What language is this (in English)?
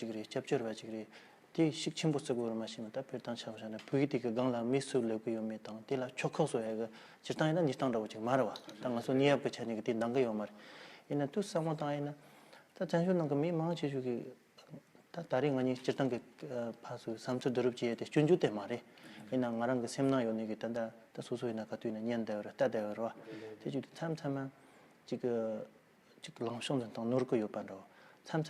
Tibetan